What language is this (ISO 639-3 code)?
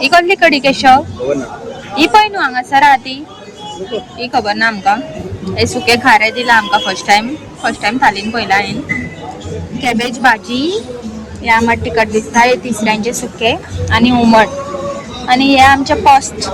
kok